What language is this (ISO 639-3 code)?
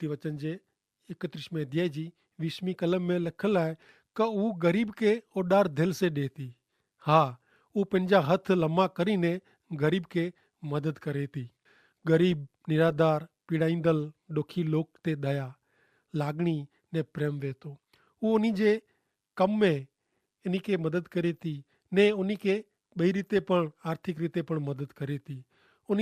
kfr